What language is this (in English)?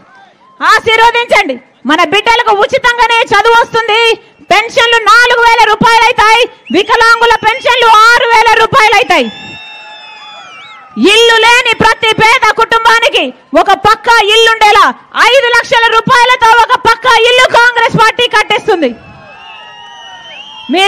Telugu